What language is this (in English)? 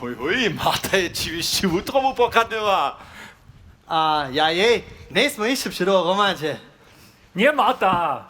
Upper Sorbian